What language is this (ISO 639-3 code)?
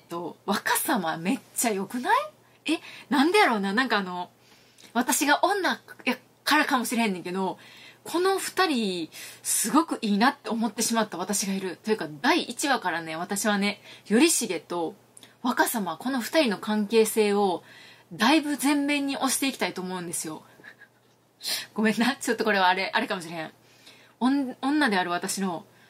jpn